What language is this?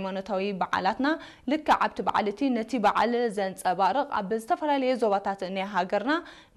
Tigrinya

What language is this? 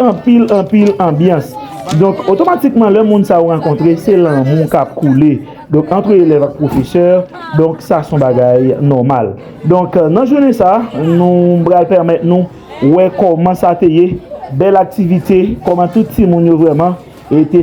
Haitian Creole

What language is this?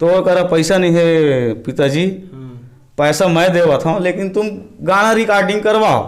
Chhattisgarhi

